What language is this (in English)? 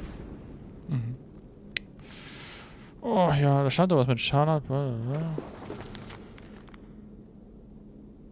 German